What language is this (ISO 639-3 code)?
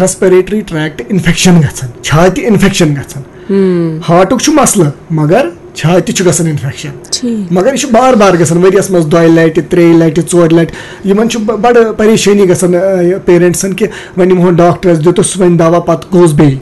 kas